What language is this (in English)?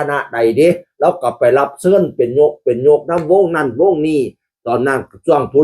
Northeastern Thai